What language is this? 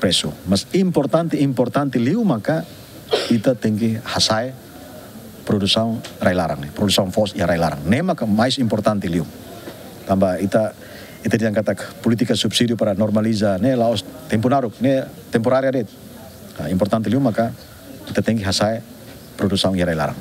Tetum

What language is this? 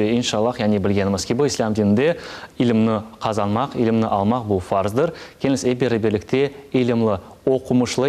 Crimean Tatar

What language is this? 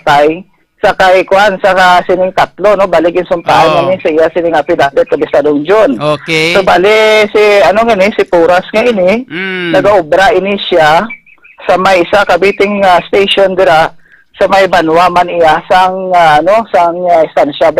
Hiligaynon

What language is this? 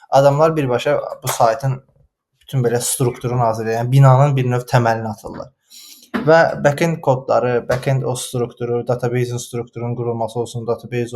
Azerbaijani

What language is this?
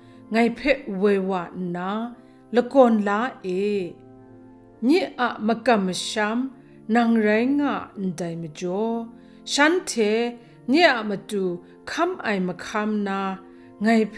Kachin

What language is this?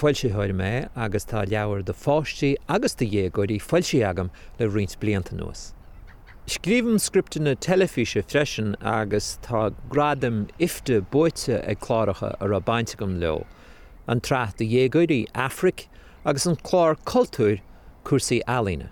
Irish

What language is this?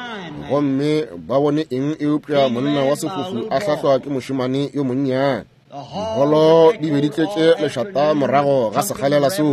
Northern Sotho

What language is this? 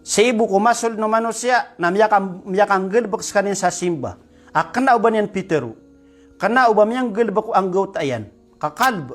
Maranao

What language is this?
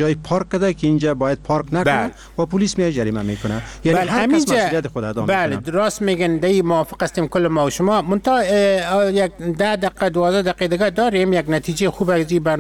Persian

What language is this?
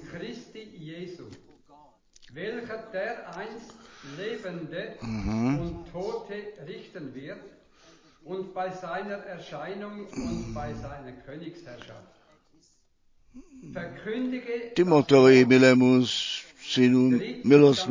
Czech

